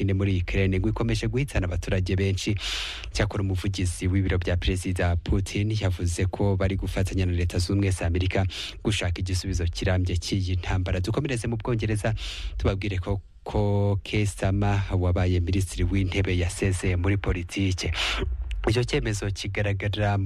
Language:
Kinyarwanda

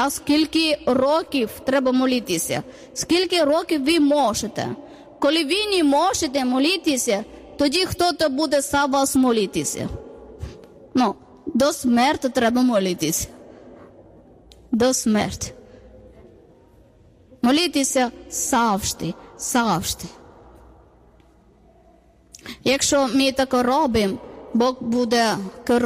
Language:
Ukrainian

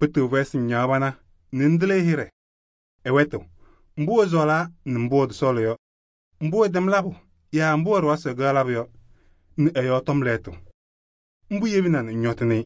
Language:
Kabiyè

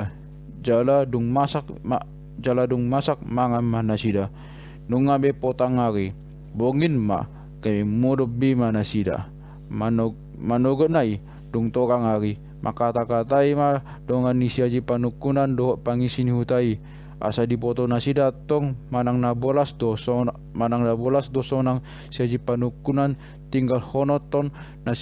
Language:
Batak Toba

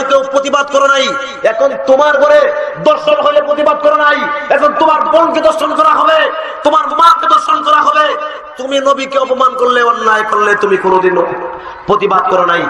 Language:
Bangla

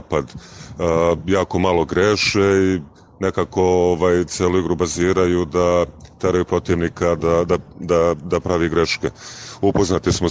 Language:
Serbian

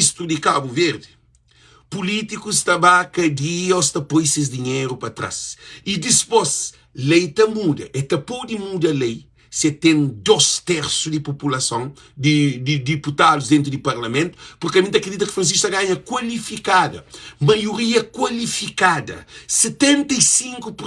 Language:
Kabuverdianu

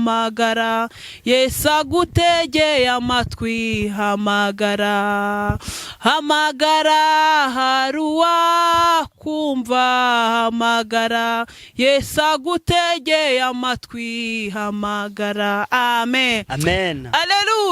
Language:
Kinyarwanda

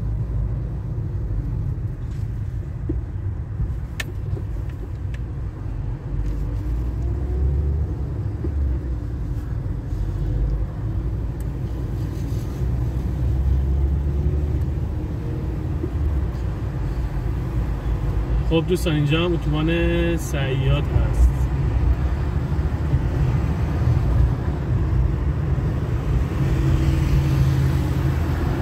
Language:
Persian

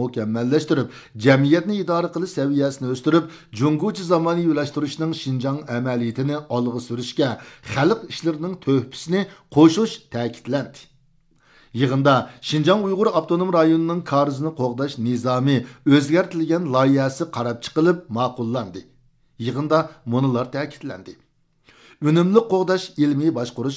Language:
Uyghur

